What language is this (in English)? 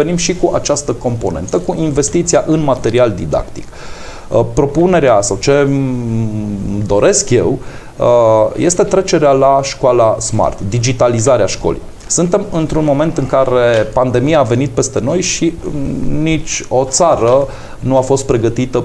Romanian